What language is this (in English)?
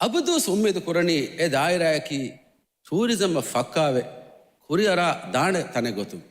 Divehi